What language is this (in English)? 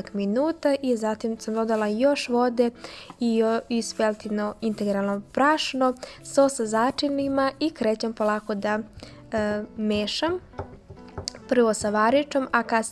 Serbian